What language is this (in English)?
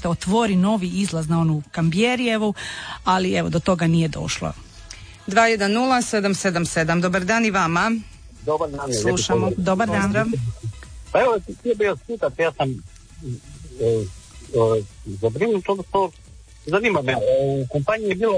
Croatian